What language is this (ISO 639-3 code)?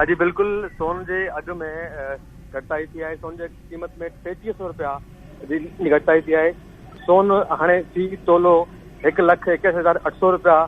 snd